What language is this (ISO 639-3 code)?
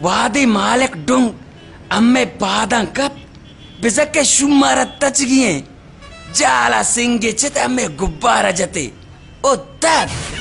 bal